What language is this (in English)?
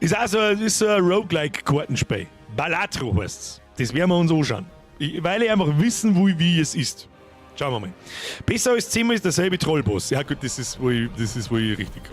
Bavarian